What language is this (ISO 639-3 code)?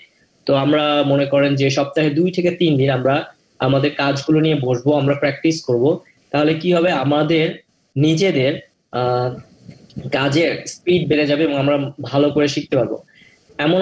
ben